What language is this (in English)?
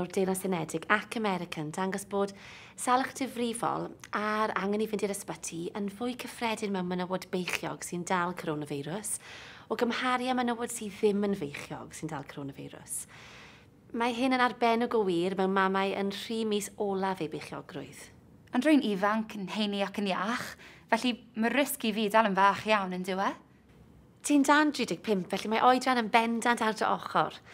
Welsh